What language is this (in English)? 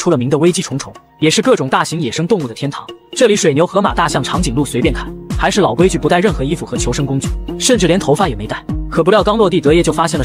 Chinese